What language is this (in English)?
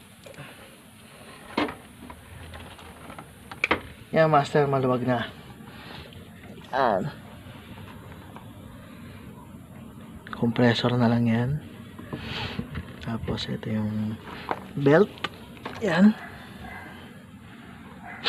Filipino